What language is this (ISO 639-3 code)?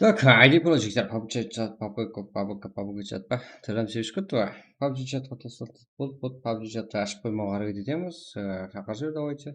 kaa